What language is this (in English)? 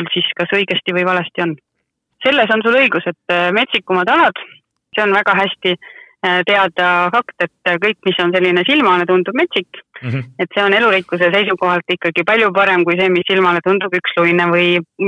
Estonian